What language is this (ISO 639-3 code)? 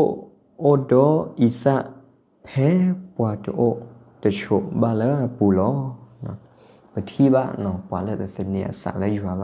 ksw